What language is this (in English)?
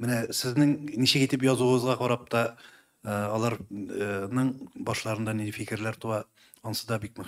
Tatar